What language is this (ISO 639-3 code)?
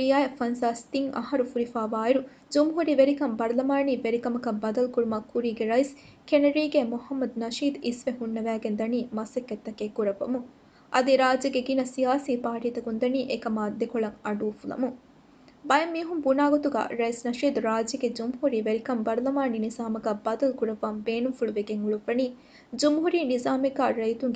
div